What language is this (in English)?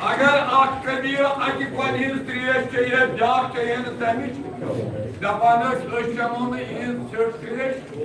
Kashmiri